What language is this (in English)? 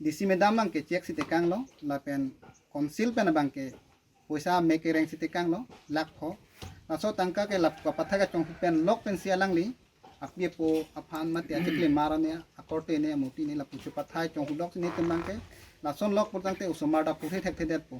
Karbi